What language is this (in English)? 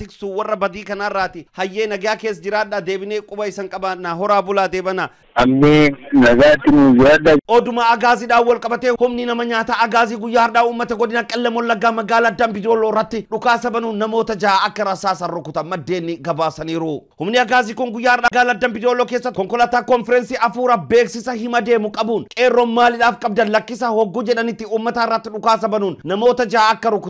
Oromo